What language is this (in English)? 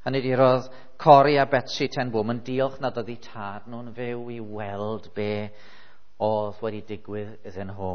Welsh